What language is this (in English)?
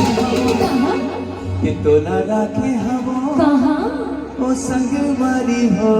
Chhattisgarhi